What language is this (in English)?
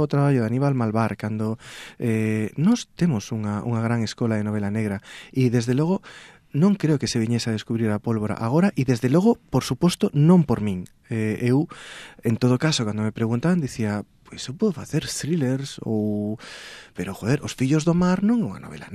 Galician